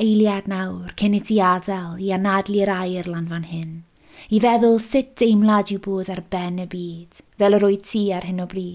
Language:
Welsh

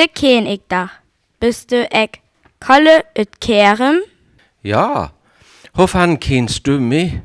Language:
Northern Frisian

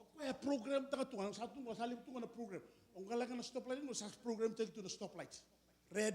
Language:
Fijian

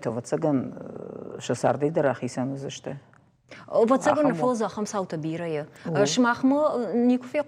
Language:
Ossetic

